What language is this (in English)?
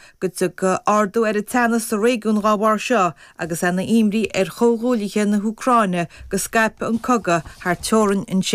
Irish